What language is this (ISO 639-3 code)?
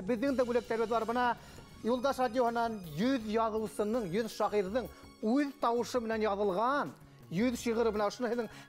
bak